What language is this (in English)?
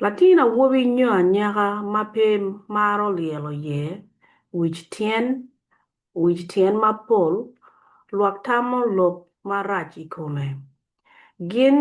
Acoli